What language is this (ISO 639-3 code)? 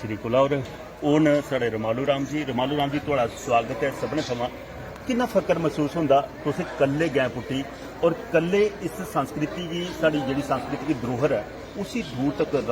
doi